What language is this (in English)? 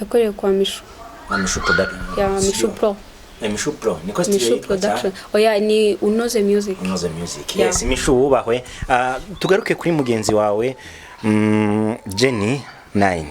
Kinyarwanda